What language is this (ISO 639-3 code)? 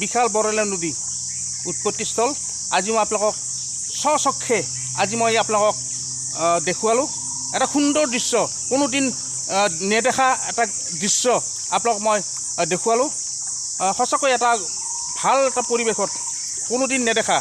asm